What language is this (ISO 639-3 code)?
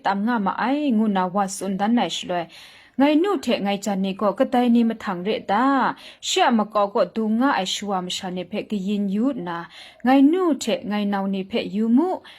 kac